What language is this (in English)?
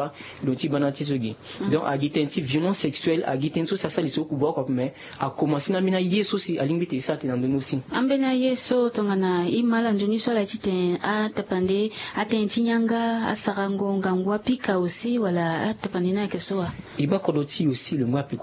Sango